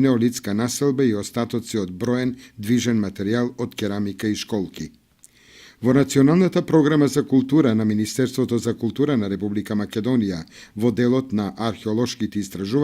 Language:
Macedonian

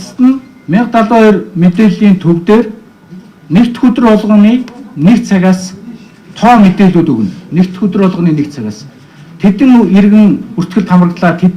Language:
Mongolian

